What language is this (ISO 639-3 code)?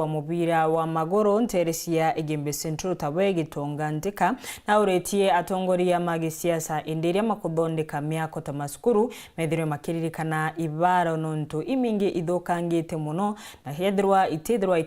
mer